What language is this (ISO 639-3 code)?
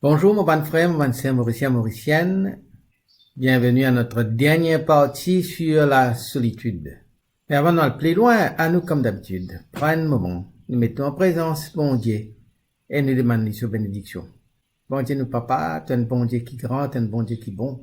mfe